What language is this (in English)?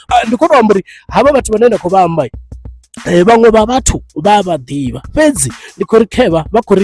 Venda